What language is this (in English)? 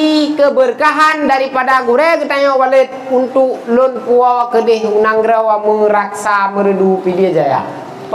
Achinese